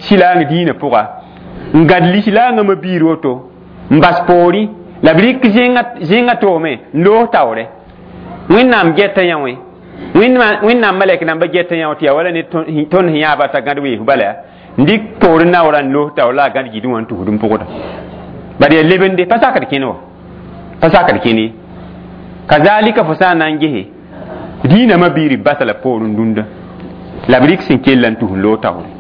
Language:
Mossi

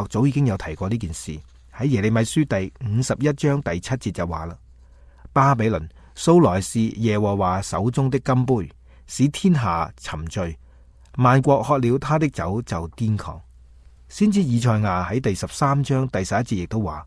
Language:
Cantonese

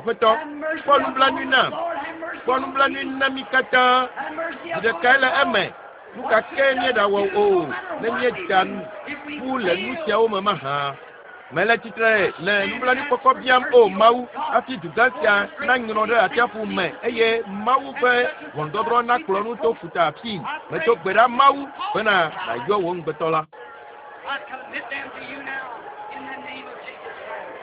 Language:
Ewe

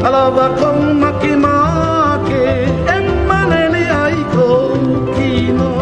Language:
Hawaiian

